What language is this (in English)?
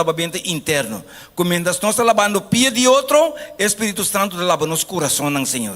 Papiamento